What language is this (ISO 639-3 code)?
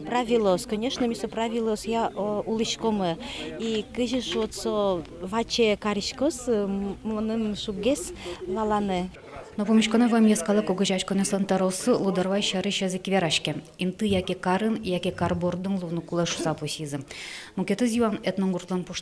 udm